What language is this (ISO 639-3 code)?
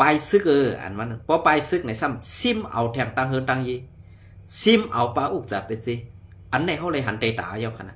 shn